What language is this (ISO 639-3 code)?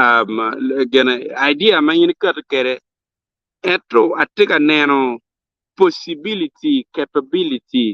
ach